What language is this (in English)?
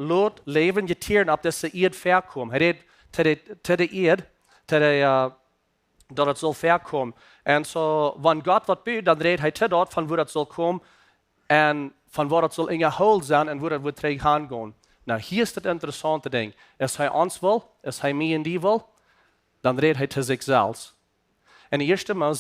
Plautdietsch